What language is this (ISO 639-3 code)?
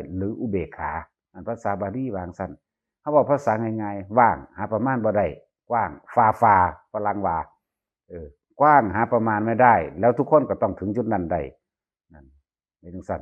tts